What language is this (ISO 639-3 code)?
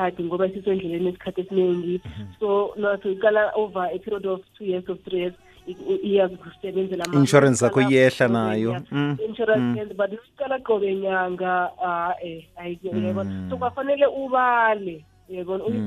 nbl